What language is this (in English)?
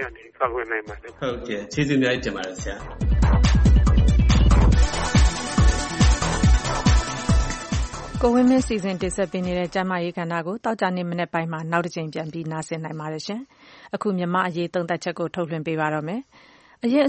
Burmese